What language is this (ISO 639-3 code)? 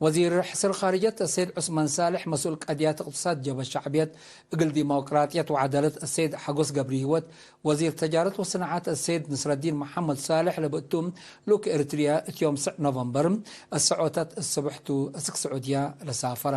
tig